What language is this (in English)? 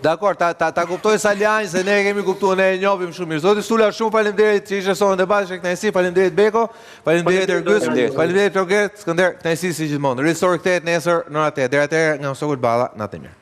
Albanian